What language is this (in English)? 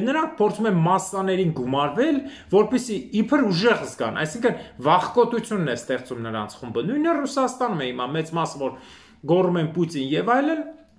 Armenian